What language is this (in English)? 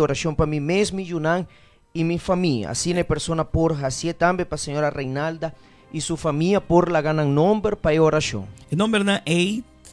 Papiamento